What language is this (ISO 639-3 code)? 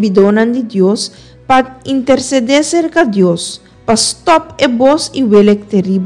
pap